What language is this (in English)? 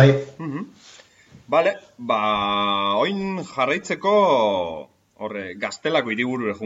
Basque